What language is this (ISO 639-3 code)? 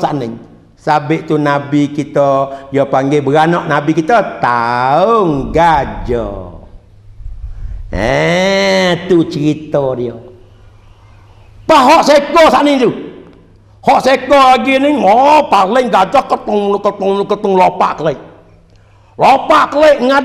msa